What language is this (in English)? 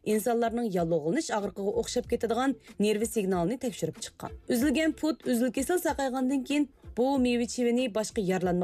Uyghur